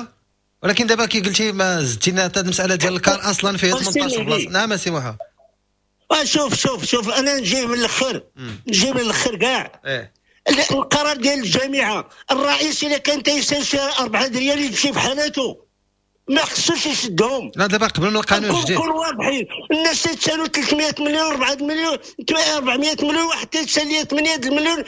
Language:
Moroccan Arabic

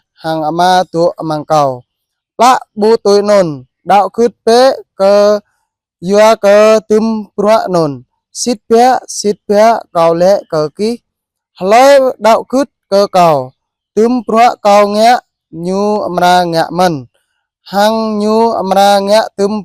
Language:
Jarai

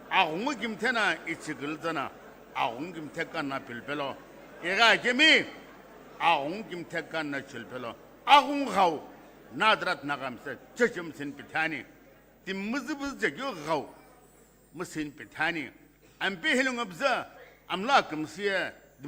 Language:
Sumi Naga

